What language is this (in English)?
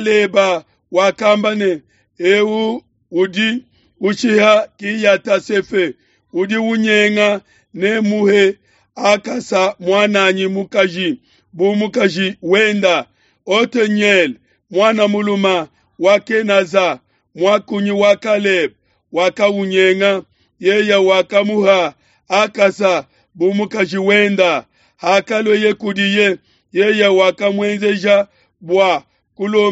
Luba-Lulua